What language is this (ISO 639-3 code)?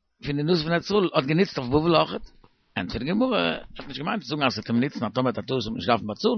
yid